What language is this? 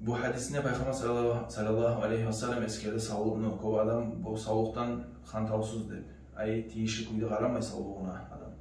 Kumyk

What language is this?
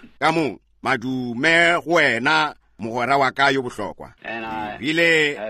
Northern Sotho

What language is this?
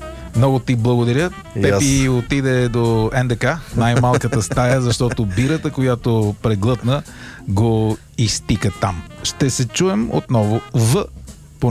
Bulgarian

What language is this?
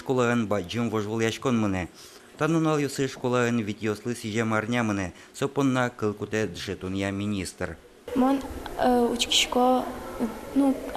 Udmurt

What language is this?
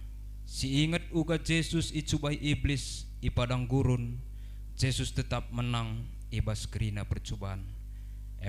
Batak Karo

